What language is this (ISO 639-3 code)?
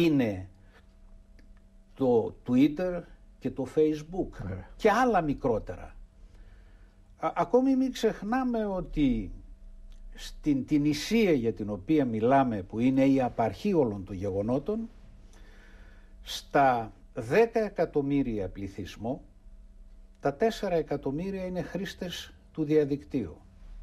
ell